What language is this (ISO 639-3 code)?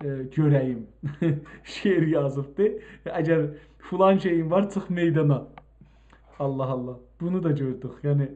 azb